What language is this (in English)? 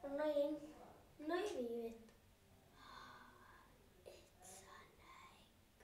Welsh